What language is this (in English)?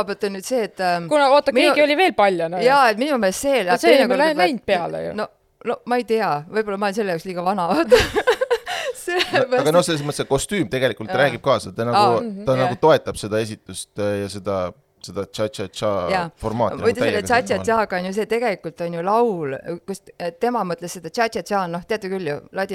Estonian